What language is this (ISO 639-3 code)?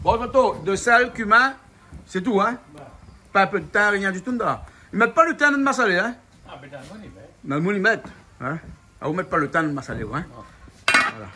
rcf